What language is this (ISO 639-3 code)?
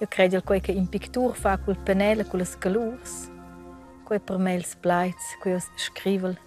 roh